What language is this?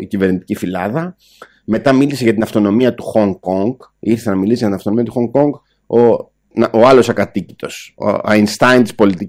Greek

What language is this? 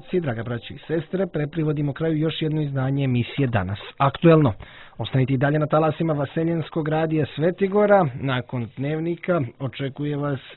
Serbian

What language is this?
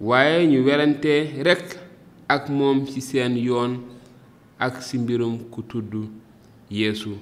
Wolof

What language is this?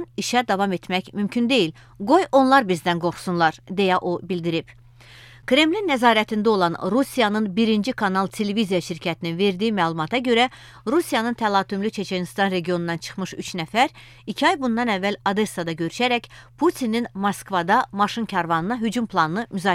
Azerbaijani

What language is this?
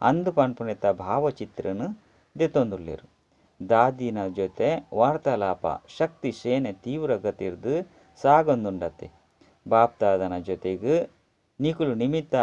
Tulu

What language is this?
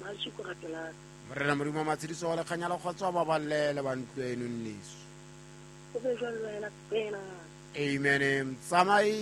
Southern Sotho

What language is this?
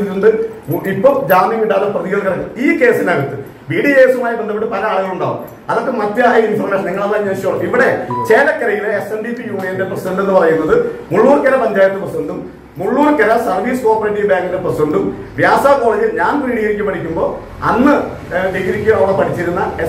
Malayalam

